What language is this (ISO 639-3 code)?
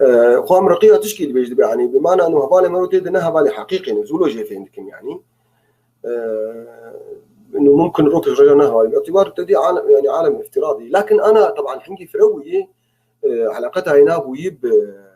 apc